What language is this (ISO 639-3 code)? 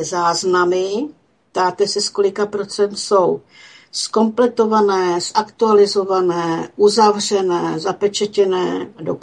ces